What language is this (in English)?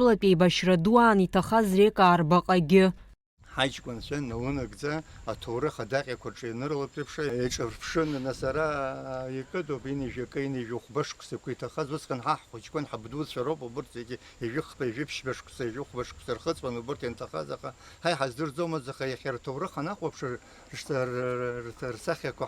Abkhazian